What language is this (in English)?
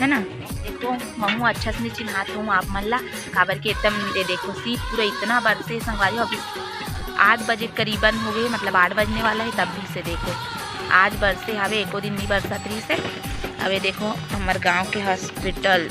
Chhattisgarhi